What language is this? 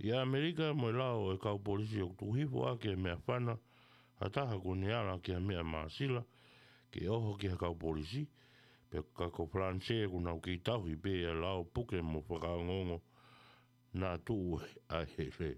Tongan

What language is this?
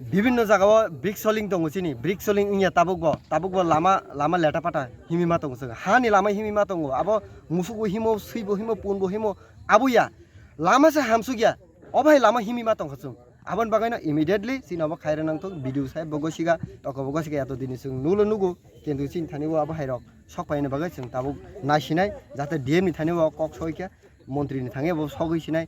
Kok Borok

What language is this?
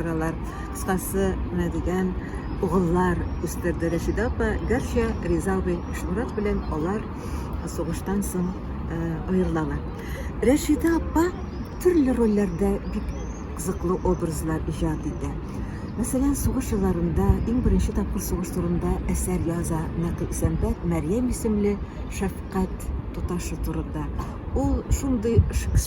Tatar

